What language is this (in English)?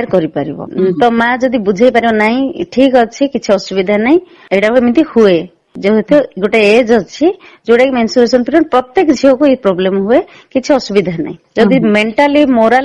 Odia